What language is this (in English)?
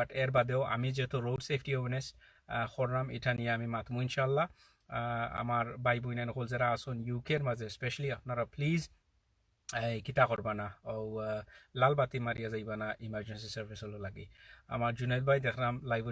Sylheti